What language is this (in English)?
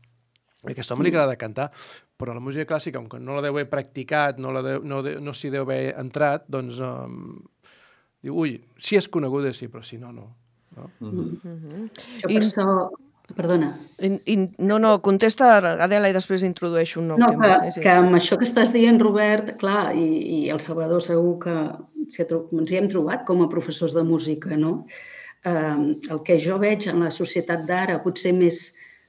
Catalan